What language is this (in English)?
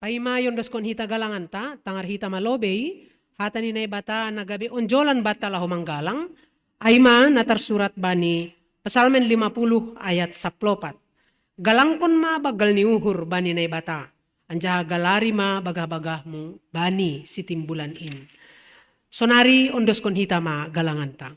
Batak Simalungun